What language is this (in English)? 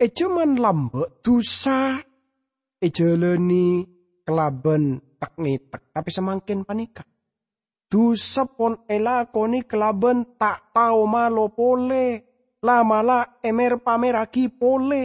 Madurese